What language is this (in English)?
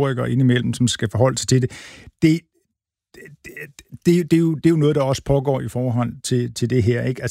Danish